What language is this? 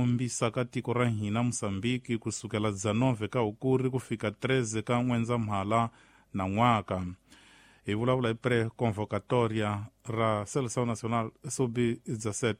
Tsonga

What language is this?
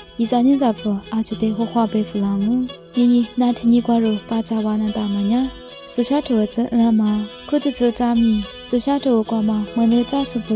Lisu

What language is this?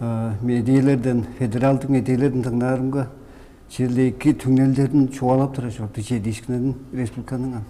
Tuvinian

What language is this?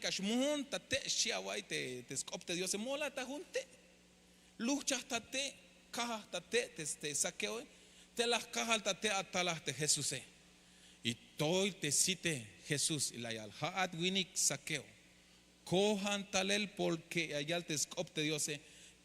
Tzeltal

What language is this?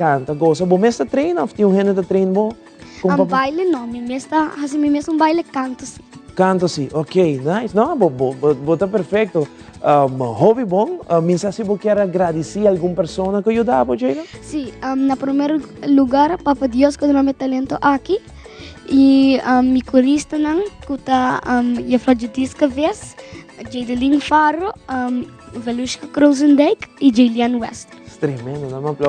Papiamento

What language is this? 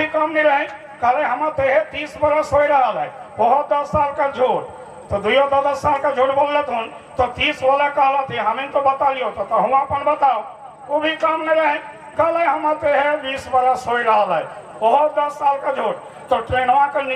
Sadri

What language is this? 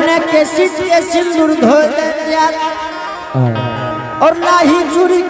Angika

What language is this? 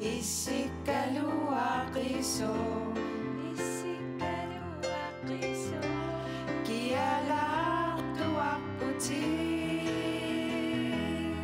Kalaallisut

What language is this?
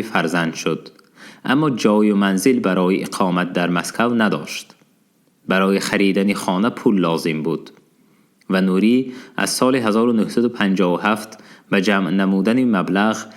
Tajik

